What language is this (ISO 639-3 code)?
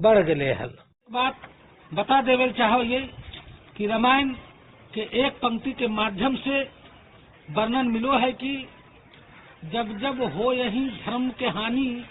mag